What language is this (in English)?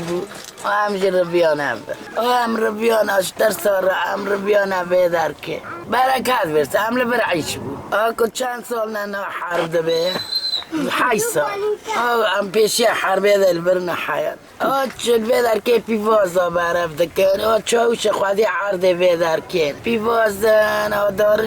Kurdish